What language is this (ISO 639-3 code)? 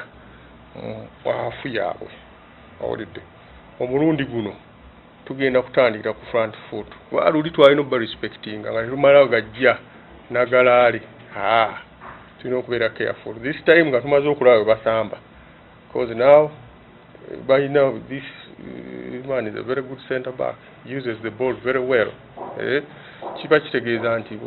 lug